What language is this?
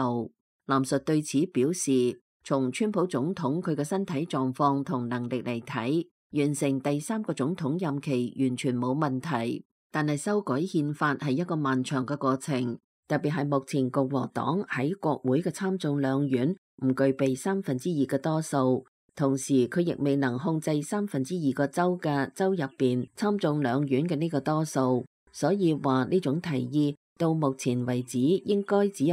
Cantonese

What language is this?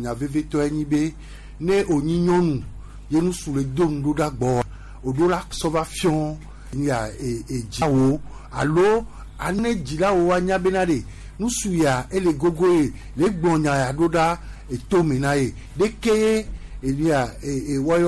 Gen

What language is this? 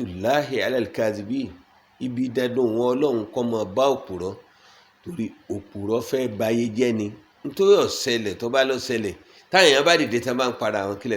Yoruba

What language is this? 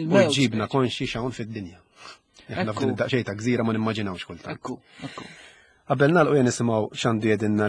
Maltese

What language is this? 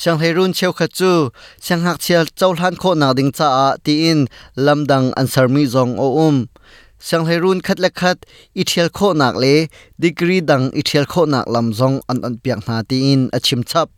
Hakha Chin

